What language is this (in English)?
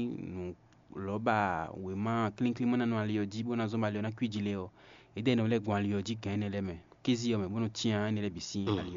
Fon